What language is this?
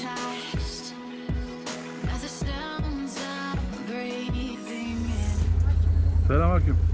Turkish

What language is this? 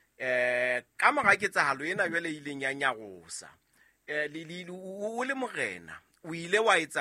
Southern Sotho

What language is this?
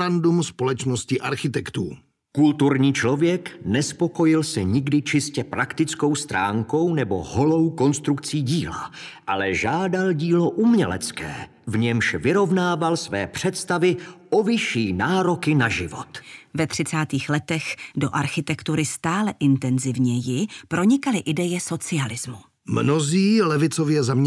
Czech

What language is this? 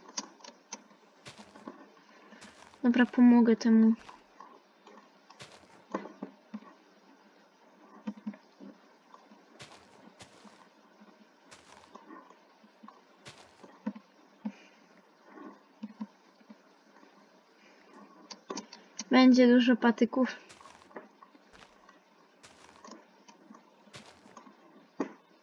Polish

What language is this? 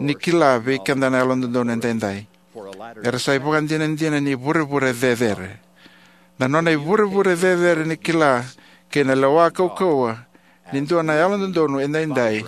Fijian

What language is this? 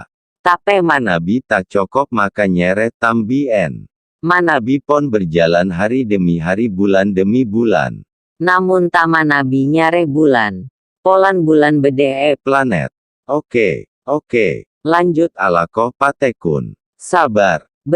Madurese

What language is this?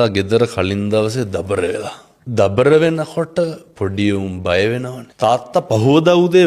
Sinhala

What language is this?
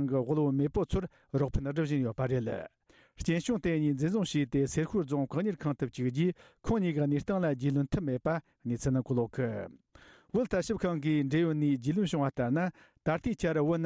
Tibetan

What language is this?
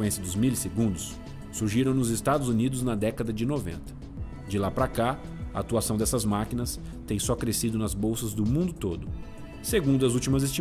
Portuguese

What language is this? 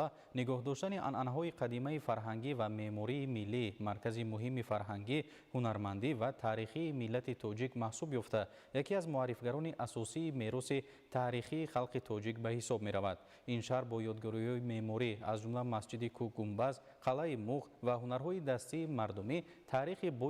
Tajik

